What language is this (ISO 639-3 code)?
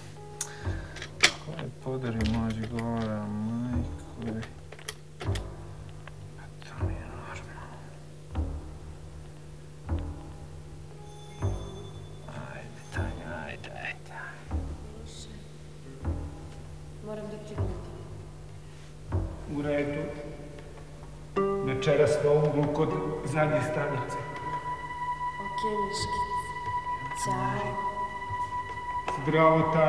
srp